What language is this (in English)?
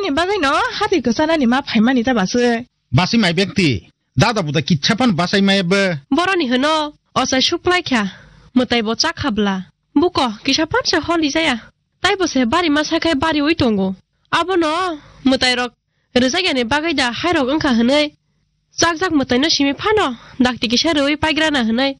Kok Borok